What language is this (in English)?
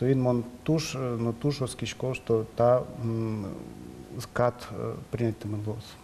Udmurt